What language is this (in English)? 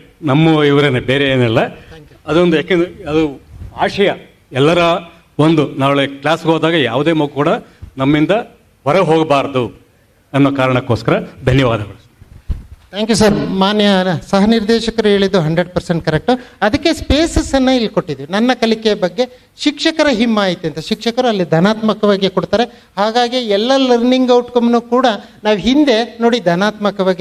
Kannada